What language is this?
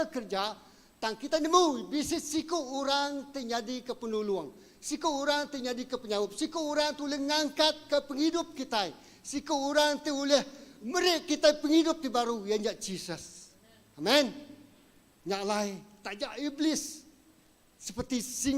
Iban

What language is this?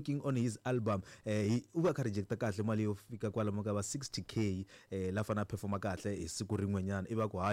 Tsonga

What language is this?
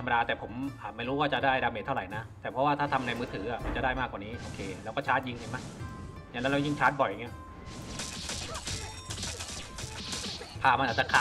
Thai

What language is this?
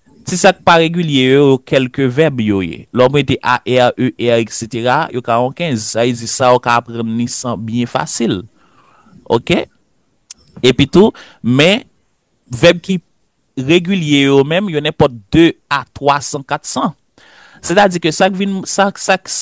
Haitian Creole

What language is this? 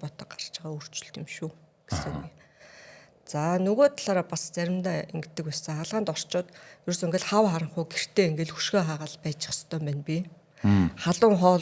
Mongolian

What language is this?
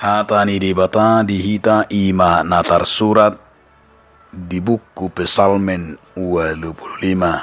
Batak Toba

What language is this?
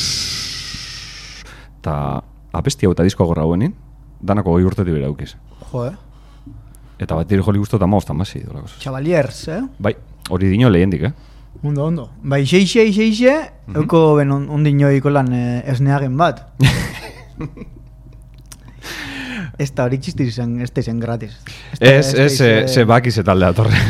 Basque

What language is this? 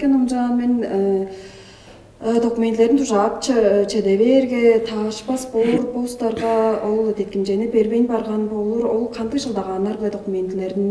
Tuvinian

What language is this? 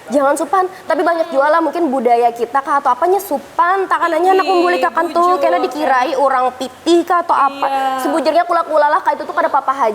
Banjar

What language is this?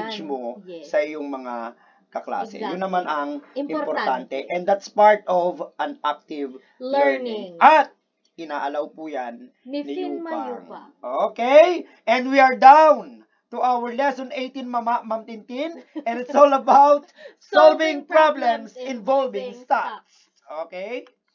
Filipino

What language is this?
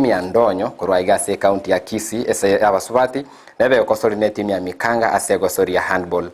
Gusii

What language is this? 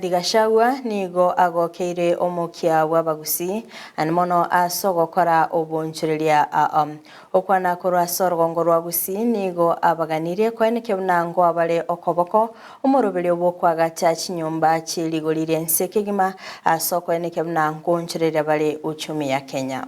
Gusii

